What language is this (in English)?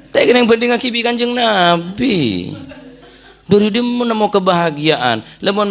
Madurese